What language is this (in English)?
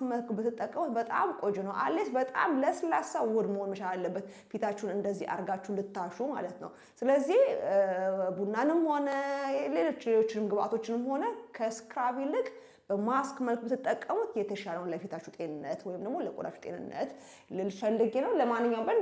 Amharic